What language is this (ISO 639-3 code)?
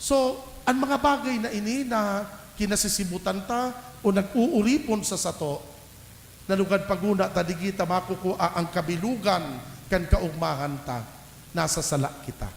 bik